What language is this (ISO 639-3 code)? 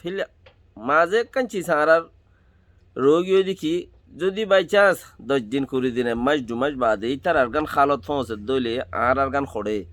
rhg